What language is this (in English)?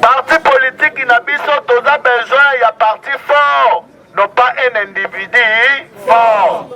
Lingala